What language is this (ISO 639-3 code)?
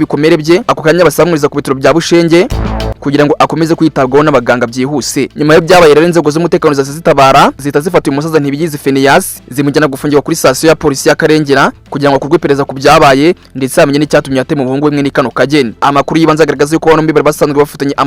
kin